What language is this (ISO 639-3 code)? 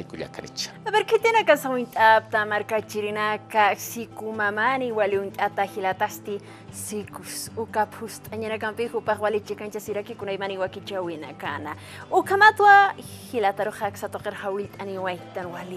aym